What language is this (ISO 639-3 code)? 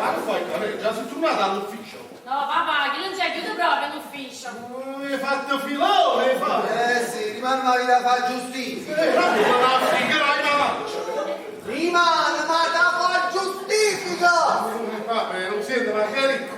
nap